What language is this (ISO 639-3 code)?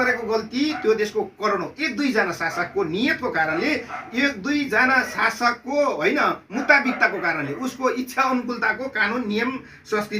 nep